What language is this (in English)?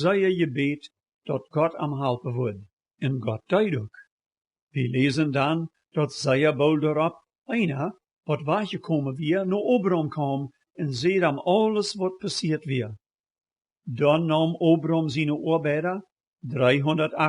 Plautdietsch